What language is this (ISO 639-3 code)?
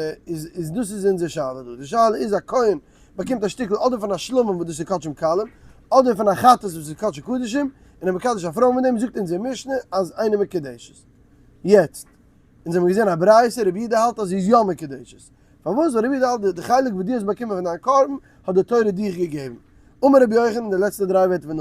yid